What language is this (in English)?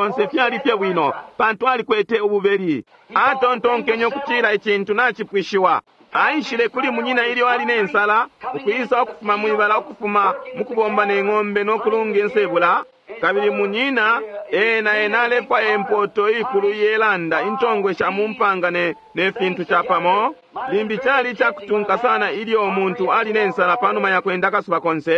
Bemba